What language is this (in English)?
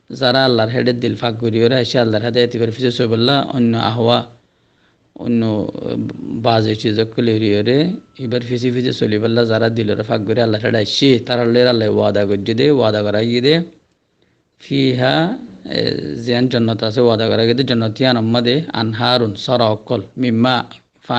Rohingya